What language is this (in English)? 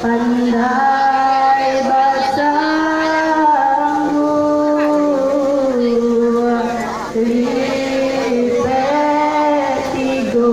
Minangkabau